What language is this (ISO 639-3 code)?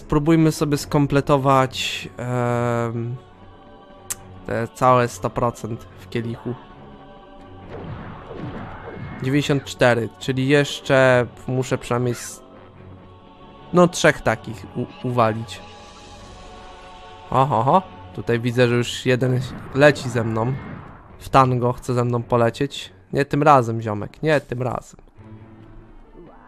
pol